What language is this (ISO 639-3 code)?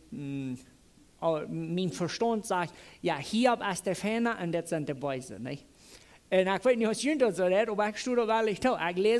pdt